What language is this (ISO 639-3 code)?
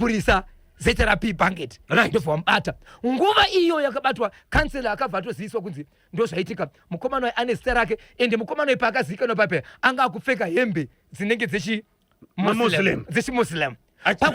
sna